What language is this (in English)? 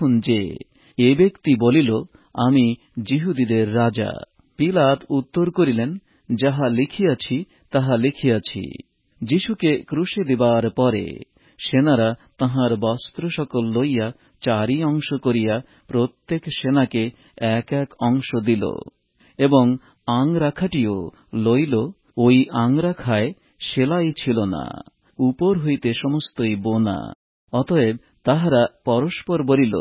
Bangla